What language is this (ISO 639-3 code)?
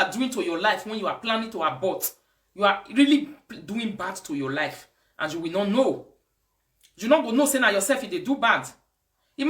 pcm